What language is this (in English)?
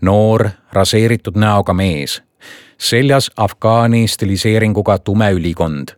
Estonian